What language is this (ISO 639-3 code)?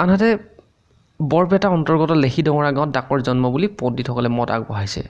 asm